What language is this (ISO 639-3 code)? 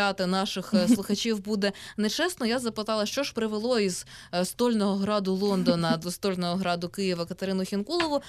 ukr